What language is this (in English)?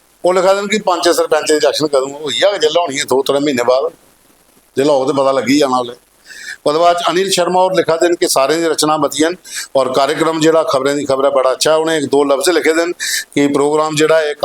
Dogri